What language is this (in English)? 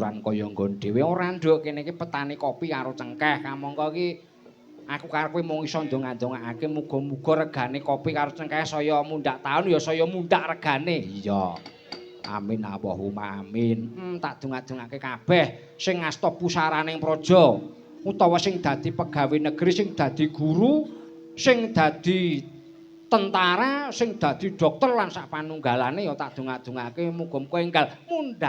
Javanese